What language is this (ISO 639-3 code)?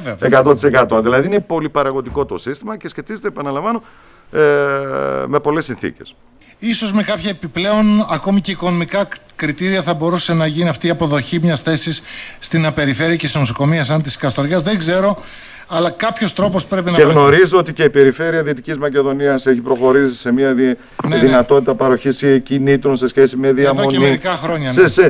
ell